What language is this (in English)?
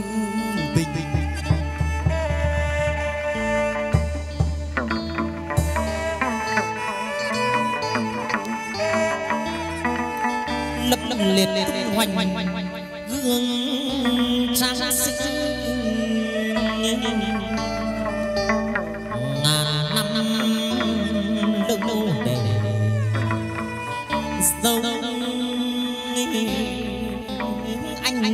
Vietnamese